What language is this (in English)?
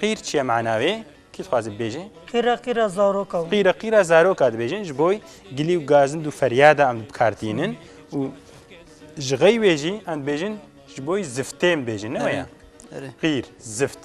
Kurdish